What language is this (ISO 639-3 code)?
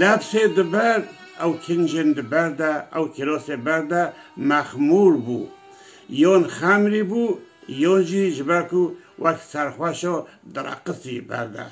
kur